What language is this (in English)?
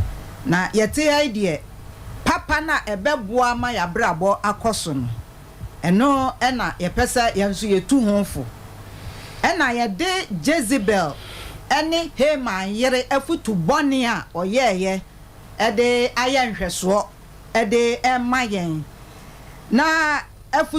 Akan